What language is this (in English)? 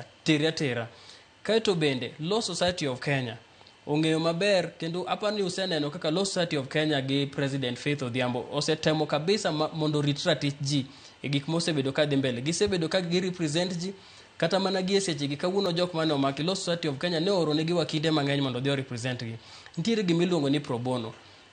Luo (Kenya and Tanzania)